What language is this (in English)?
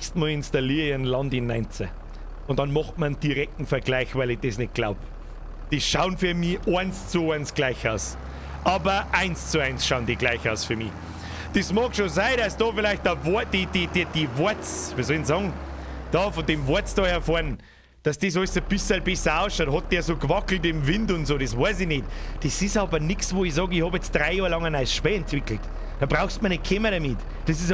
Bavarian